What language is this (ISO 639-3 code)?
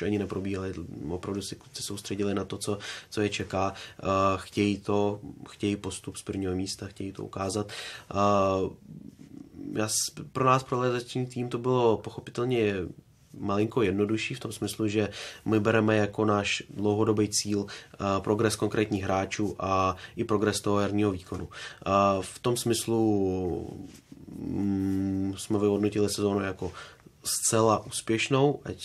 ces